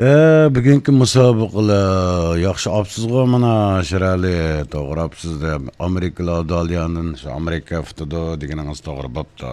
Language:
Uyghur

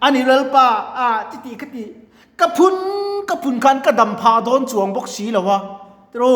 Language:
Mizo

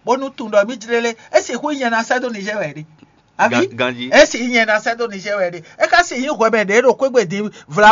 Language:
Fon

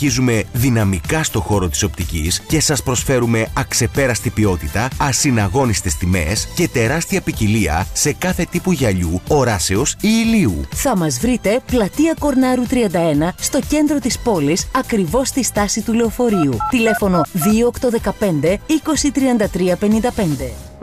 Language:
Greek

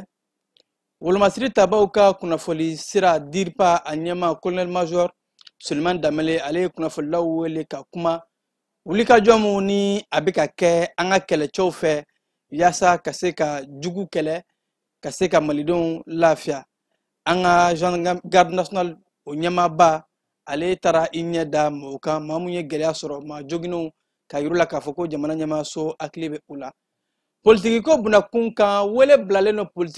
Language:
Bambara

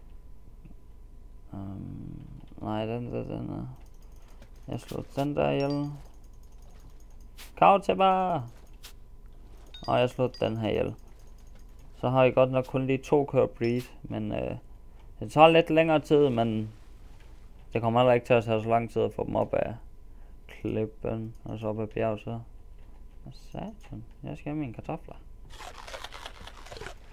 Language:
Danish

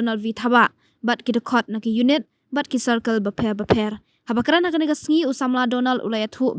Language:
Khasi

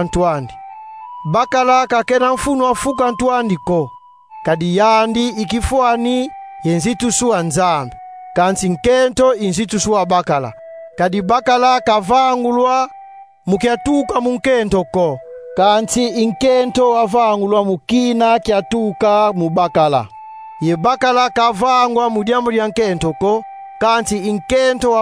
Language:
Kongo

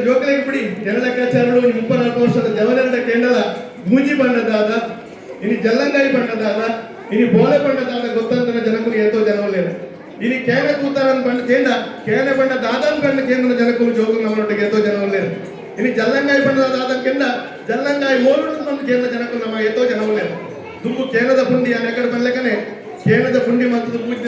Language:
Tulu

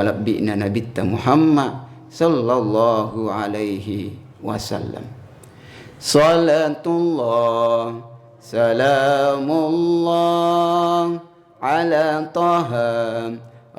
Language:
Buginese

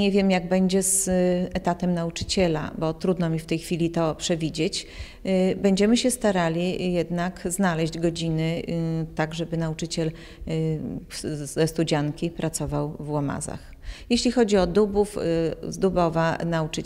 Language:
Polish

